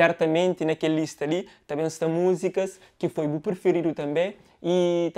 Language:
Kabuverdianu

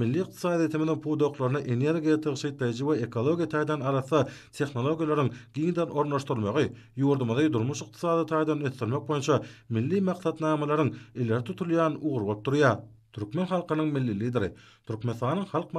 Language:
Turkmen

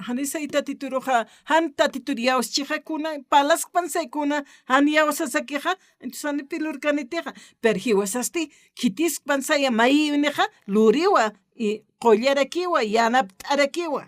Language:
Aymara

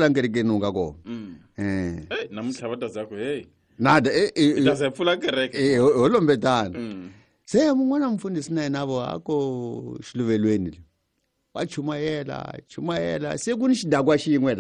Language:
Tsonga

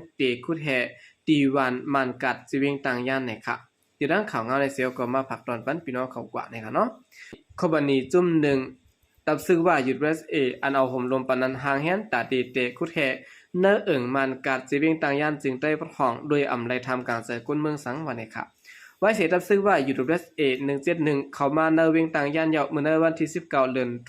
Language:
Shan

